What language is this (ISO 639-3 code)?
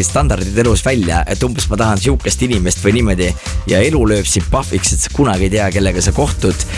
est